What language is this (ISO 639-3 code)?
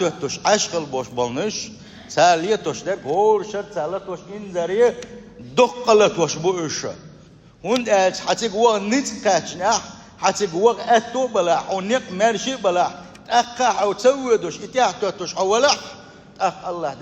che